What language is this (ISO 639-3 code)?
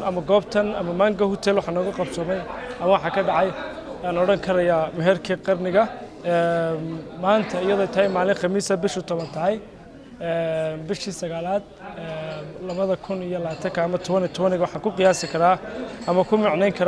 som